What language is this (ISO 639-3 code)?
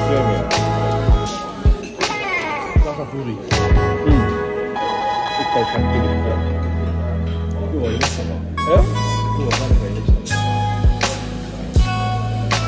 jpn